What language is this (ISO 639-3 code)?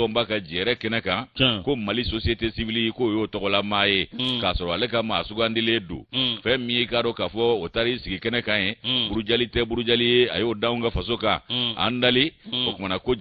bam